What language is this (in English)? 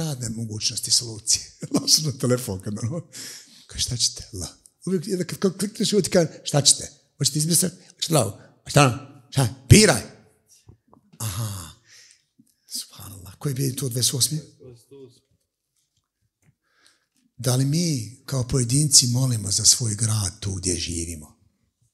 Bosnian